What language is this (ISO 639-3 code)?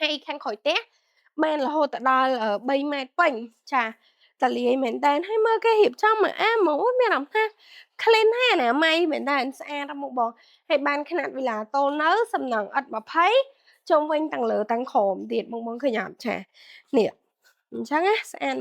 khm